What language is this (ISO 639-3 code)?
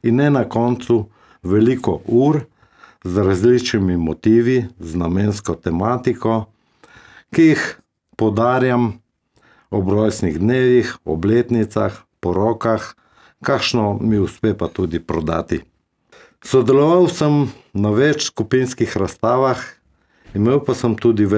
slv